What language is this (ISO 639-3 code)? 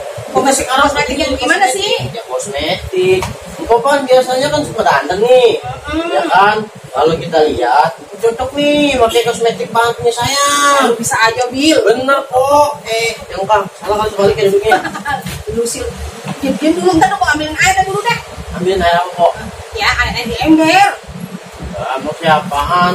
bew